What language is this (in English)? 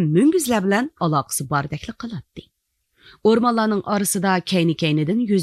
Uyghur